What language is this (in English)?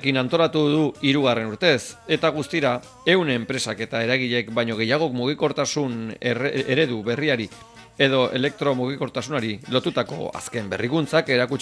Basque